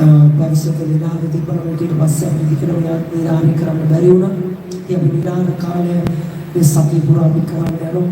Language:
Sinhala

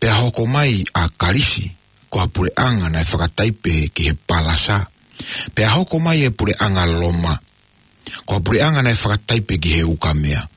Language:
Tongan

